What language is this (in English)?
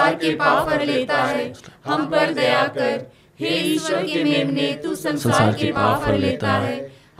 Hindi